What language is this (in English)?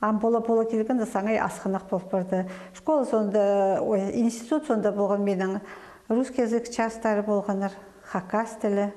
Khakas